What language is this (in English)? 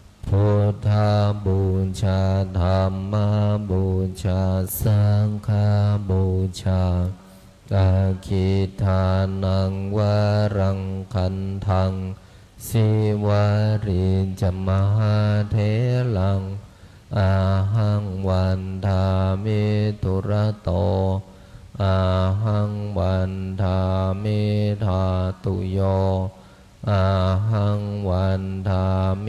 Pali